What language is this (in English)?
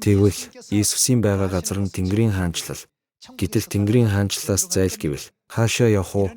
Mongolian